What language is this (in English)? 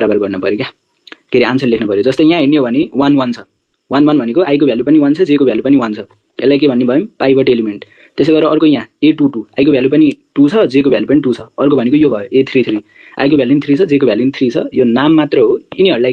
Nepali